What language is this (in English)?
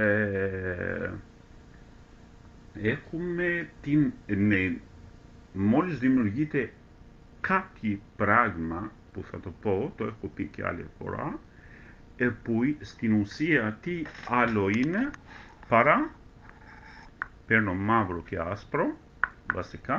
Greek